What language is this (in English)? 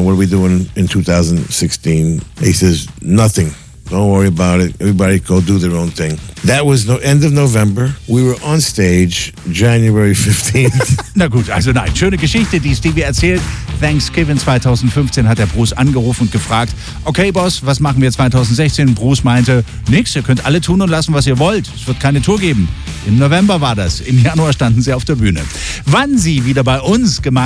German